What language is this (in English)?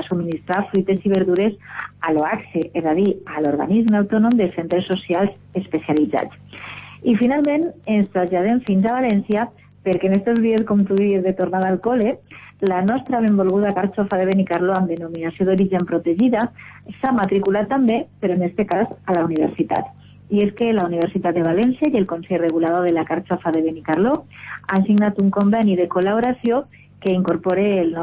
Catalan